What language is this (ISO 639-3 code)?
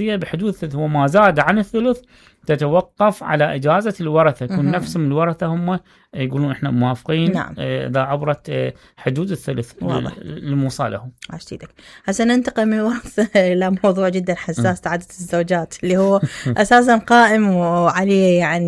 acm